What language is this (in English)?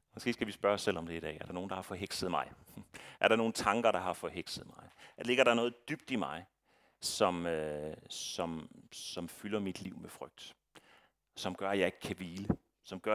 Danish